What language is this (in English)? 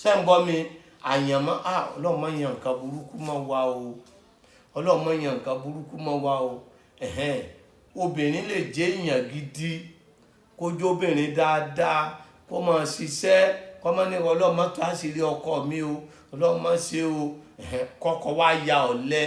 Yoruba